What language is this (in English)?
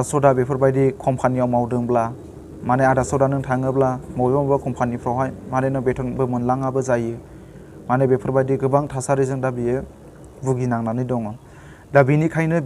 Bodo